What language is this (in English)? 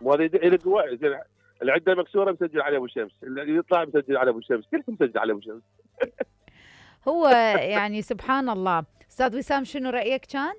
Mesopotamian Arabic